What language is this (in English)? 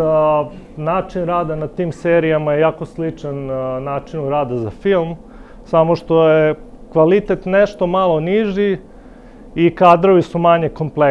Serbian